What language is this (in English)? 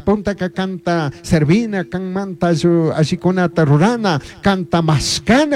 Chimborazo Highland Quichua